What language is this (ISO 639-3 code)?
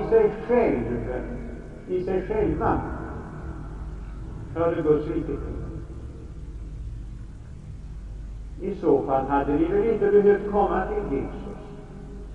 swe